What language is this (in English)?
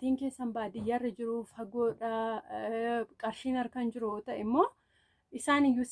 Oromo